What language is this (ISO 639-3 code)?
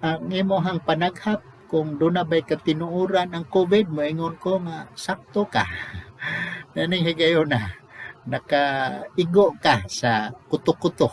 ceb